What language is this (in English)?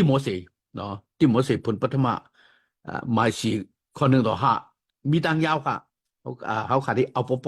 Shan